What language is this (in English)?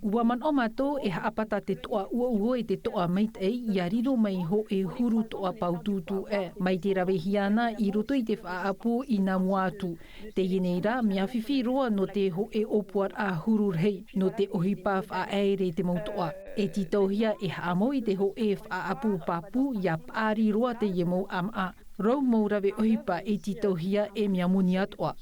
Tahitian